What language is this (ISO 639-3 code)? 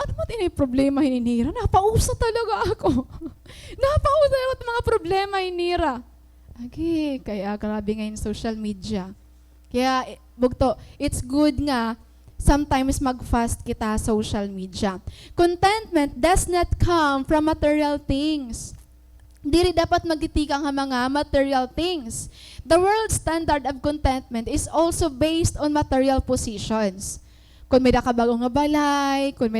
war